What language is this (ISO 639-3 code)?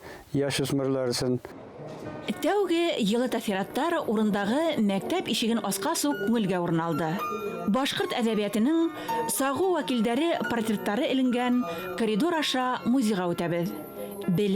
bak